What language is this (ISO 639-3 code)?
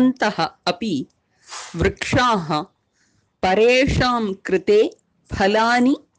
san